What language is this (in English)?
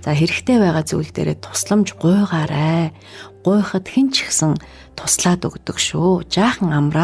Mongolian